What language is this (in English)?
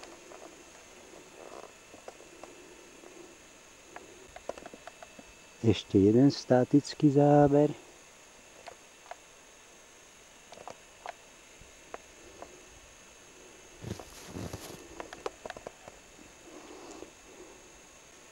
Slovak